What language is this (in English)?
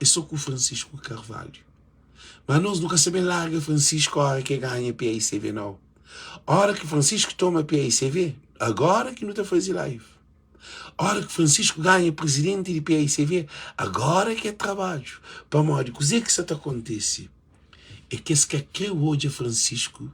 Kabuverdianu